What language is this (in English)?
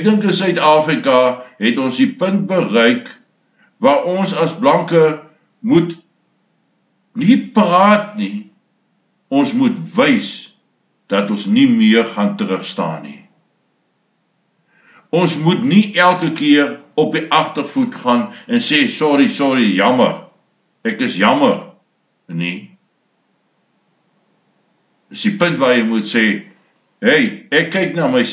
Afrikaans